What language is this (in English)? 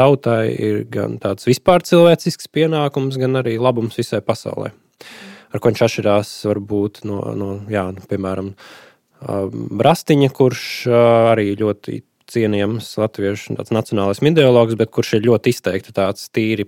Latvian